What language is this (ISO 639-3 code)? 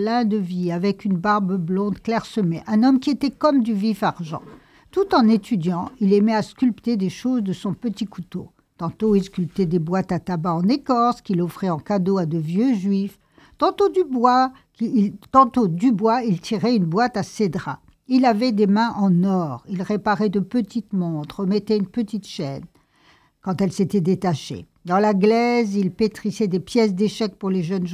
fra